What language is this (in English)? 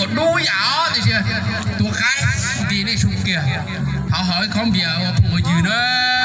Hmong